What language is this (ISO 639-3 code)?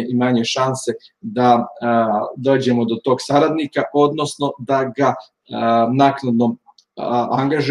srp